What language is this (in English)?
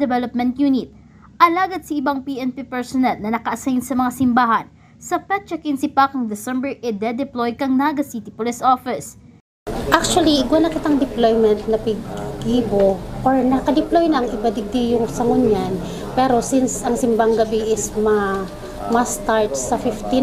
Bikol